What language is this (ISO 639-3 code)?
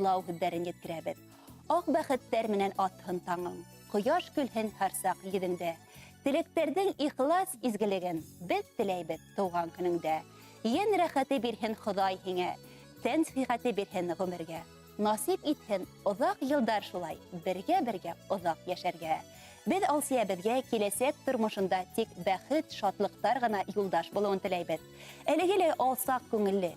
bak